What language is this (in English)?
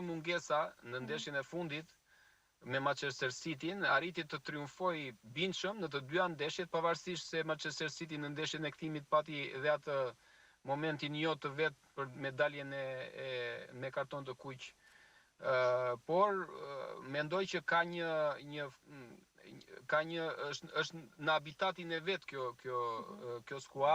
Albanian